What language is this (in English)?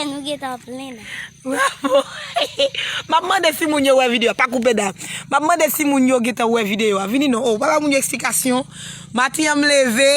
Haitian Creole